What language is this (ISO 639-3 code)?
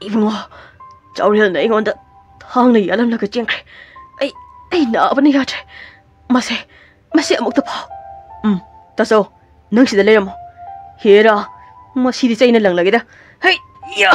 mni